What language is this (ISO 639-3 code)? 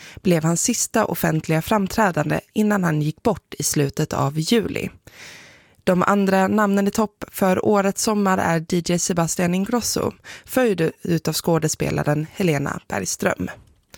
swe